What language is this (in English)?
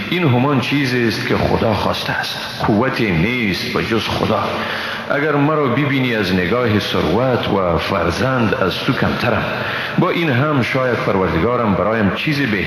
Persian